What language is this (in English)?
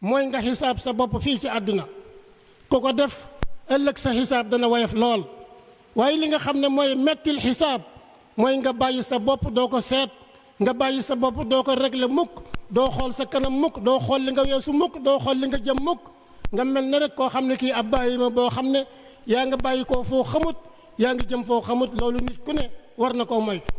Wolof